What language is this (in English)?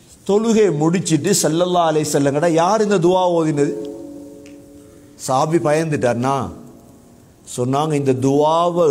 Tamil